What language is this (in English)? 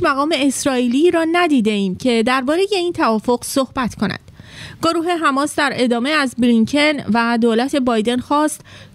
Persian